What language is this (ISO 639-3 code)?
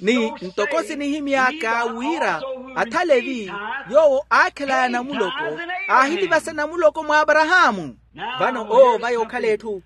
vmw